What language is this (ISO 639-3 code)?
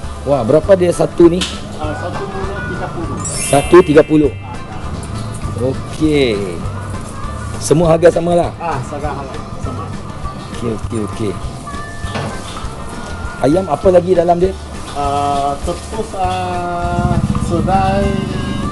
msa